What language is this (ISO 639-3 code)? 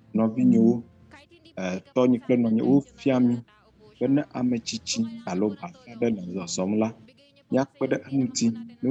ewe